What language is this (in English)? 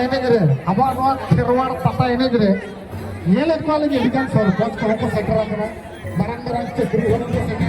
Santali